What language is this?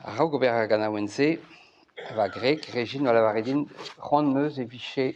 Breton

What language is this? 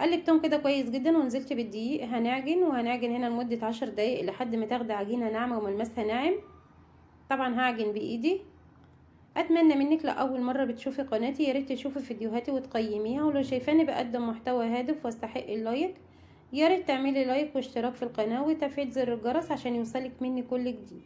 Egyptian Arabic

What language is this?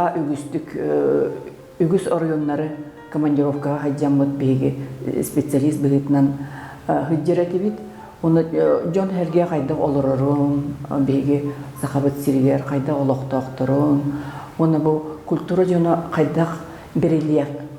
Yakut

